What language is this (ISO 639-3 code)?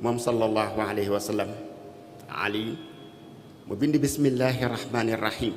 wol